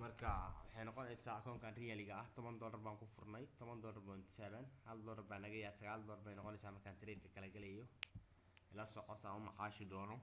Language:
Somali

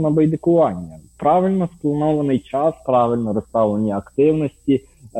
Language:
Ukrainian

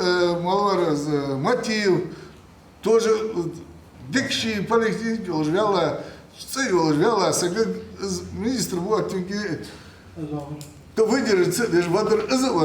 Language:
Ingush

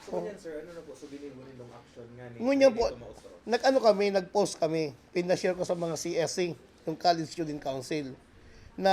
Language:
Bikol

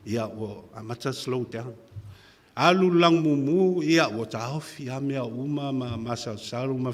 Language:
Samoan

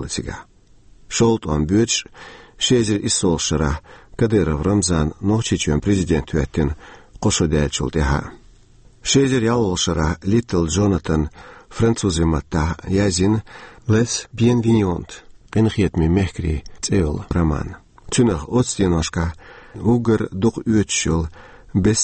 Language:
Chechen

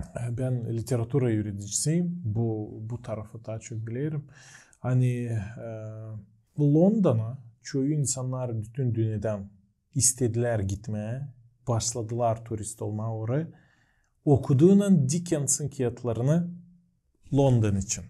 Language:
Gagauz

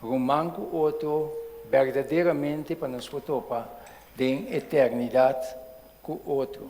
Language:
Papiamento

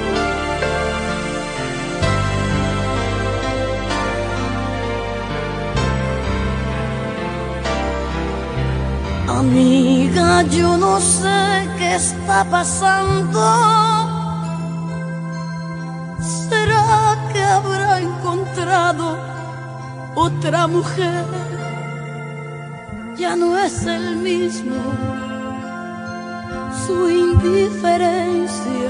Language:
Spanish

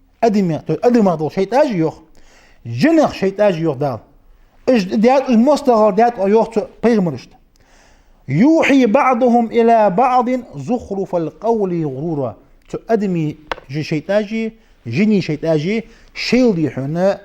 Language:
Ingush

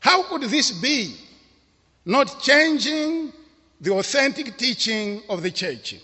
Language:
English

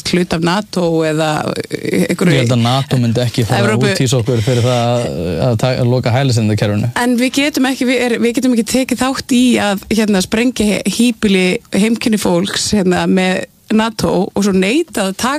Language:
Icelandic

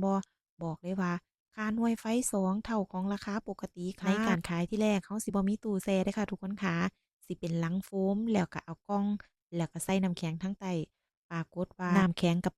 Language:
Northeastern Thai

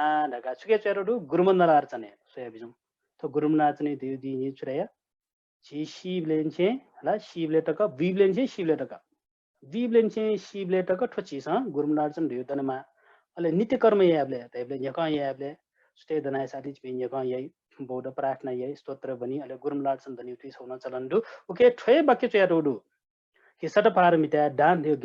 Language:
Newari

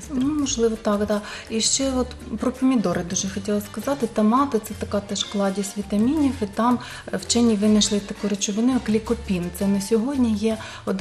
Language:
Ukrainian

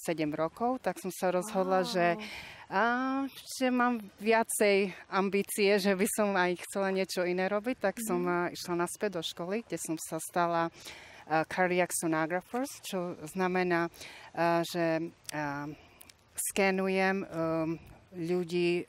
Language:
Slovak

